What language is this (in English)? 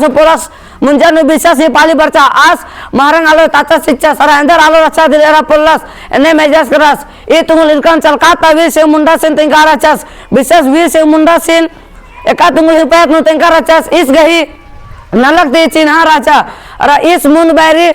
Kurukh